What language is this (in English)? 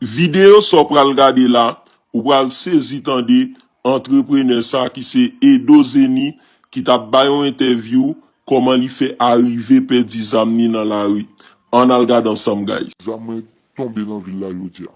Haitian Creole